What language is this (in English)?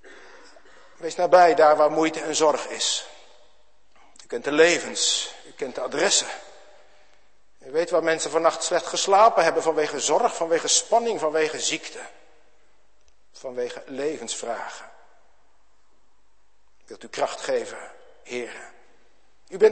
Dutch